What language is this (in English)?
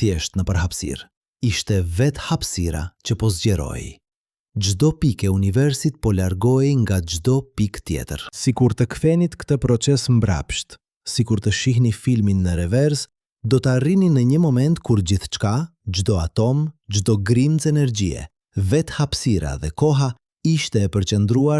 Albanian